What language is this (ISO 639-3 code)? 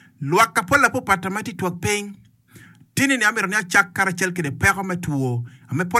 ach